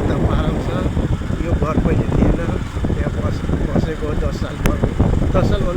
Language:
Nepali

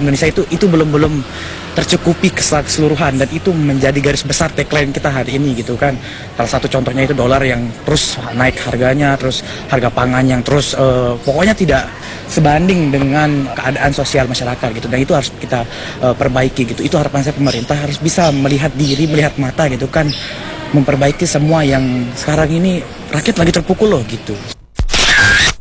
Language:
Indonesian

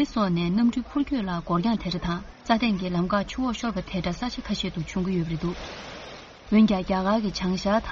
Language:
Tibetan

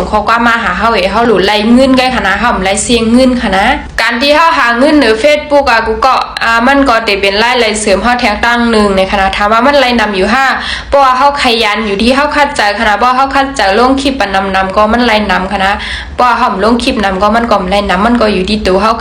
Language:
Shan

